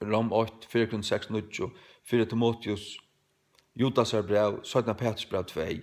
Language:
Faroese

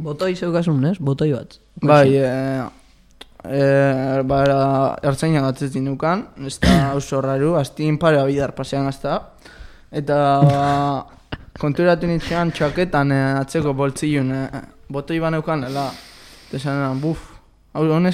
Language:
Basque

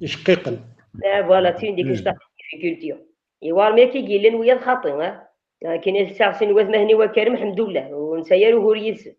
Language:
Kabyle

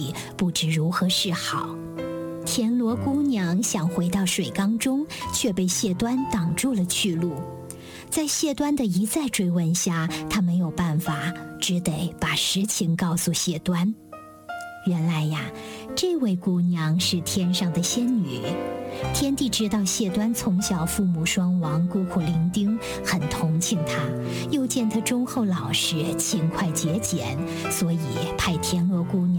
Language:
Chinese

